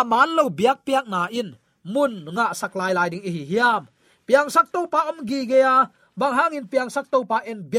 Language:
Tedim Chin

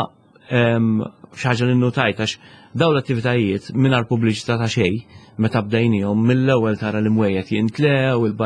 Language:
Maltese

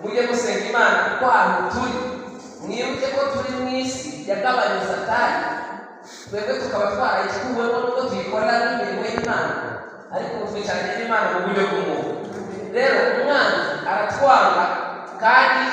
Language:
Kinyarwanda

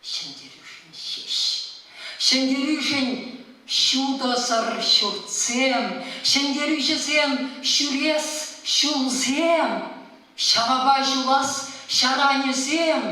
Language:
Chuvash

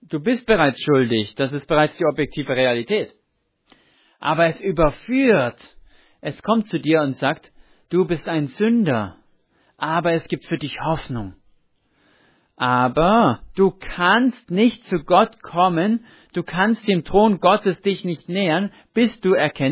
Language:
German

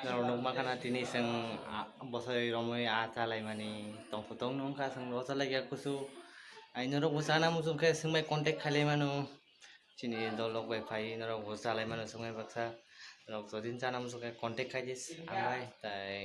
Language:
Kok Borok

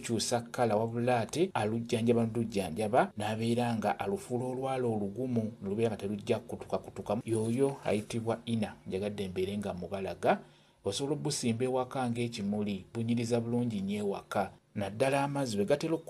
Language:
Ganda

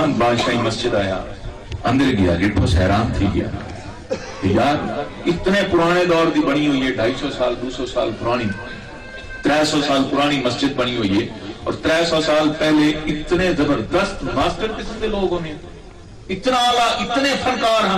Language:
Saraiki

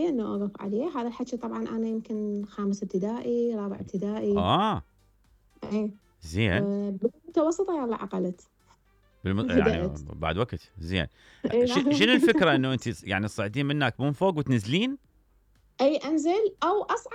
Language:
Mesopotamian Arabic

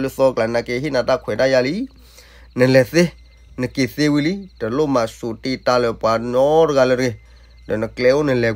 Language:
S'gaw Karen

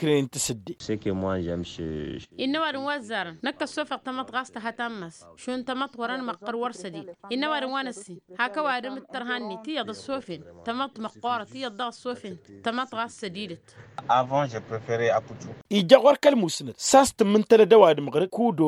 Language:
Tamasheq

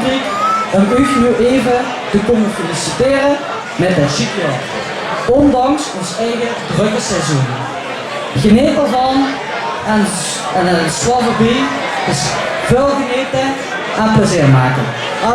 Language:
Limburgish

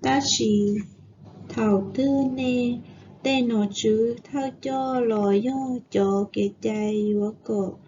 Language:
Hmong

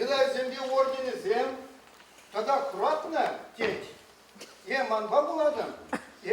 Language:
Chuvash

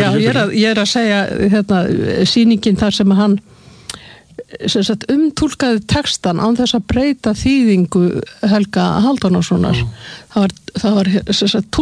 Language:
Icelandic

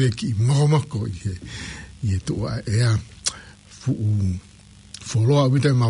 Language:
Tongan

